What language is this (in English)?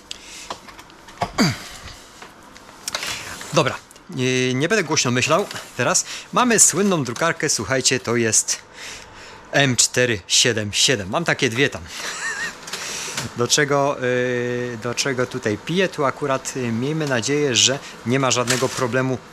Polish